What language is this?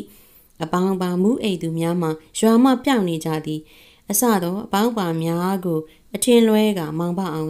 Burmese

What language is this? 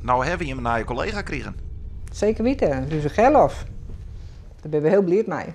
Western Frisian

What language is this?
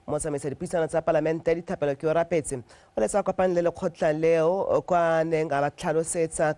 Tswana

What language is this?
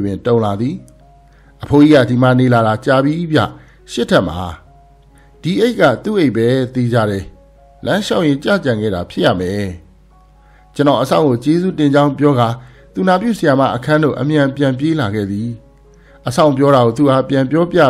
Burmese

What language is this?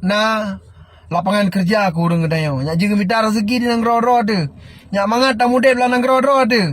Achinese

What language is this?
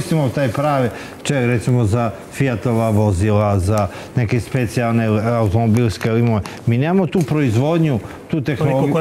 Serbian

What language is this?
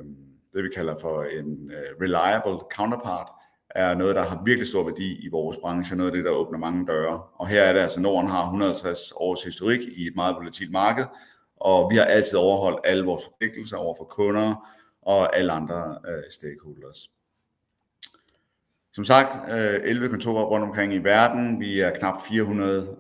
Danish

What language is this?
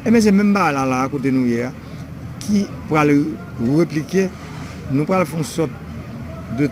Haitian Creole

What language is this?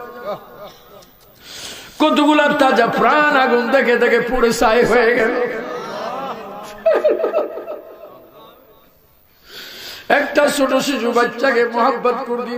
Bangla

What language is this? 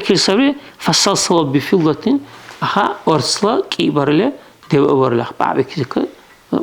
Dargwa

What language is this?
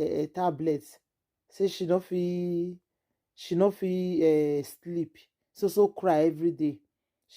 Nigerian Pidgin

